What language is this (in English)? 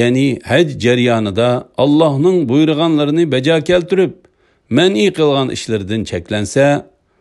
Uyghur